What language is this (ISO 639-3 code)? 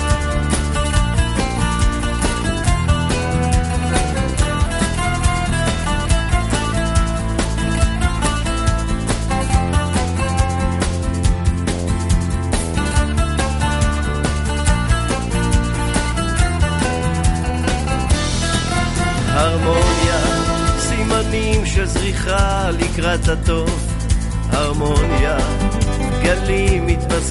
heb